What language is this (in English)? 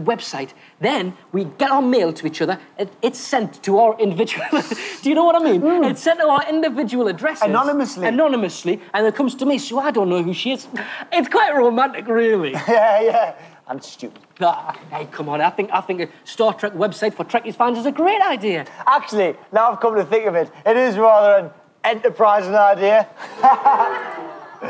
English